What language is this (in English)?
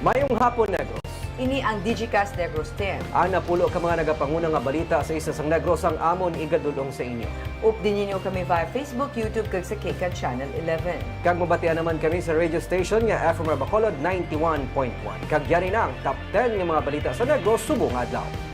Hiligaynon